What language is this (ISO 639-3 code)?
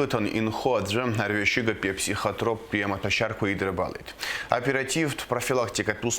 abk